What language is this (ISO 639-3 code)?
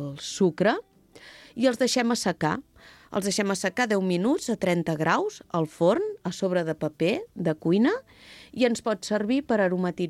cat